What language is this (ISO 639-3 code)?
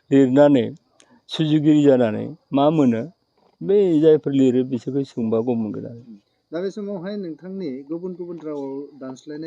brx